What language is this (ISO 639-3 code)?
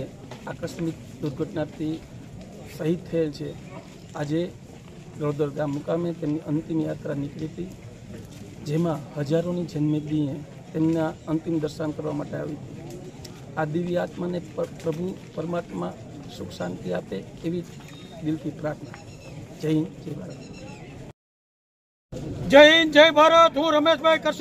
guj